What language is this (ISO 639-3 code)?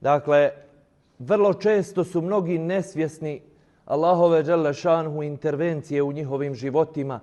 bos